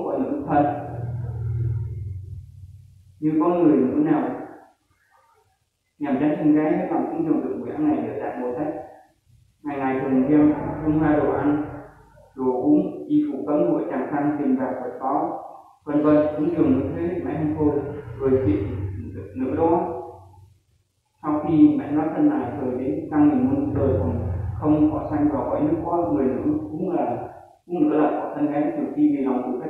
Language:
Vietnamese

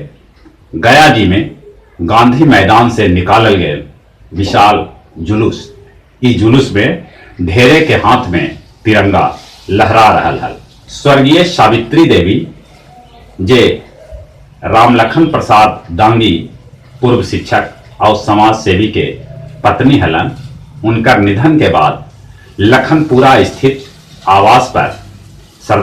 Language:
Magahi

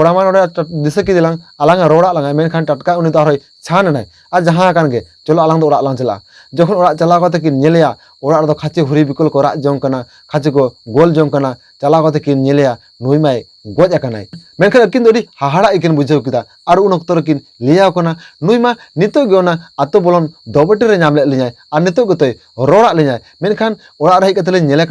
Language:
Santali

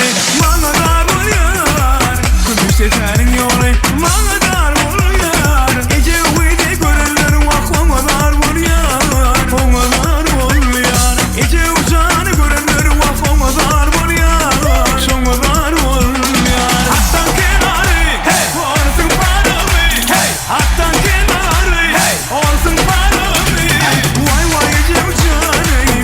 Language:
Turkmen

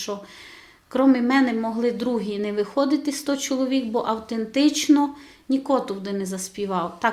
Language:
Rusyn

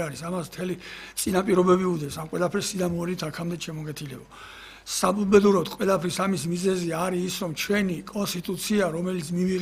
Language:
Georgian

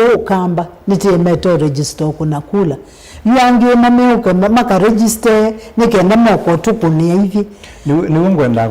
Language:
Kamba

